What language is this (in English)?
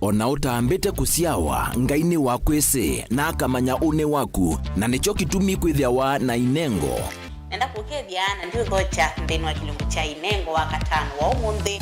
Kamba